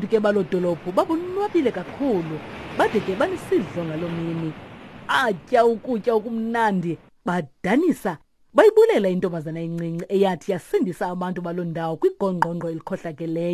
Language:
Xhosa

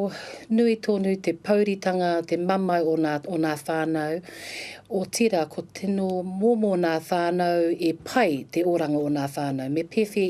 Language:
Māori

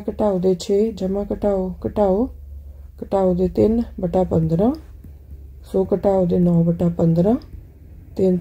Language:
Punjabi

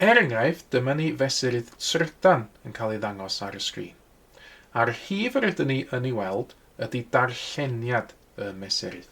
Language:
Welsh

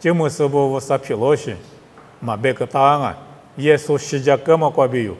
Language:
Lisu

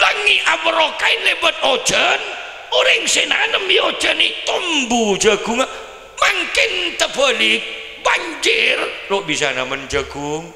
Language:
Madurese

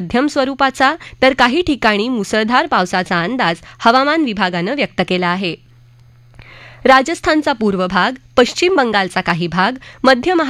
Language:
Marathi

